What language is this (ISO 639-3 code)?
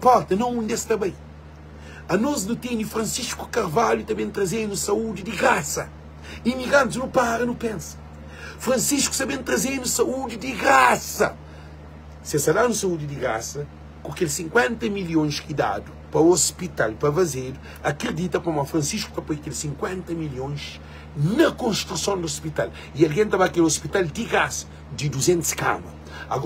kea